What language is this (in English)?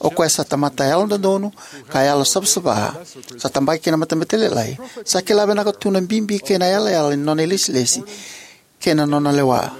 Fijian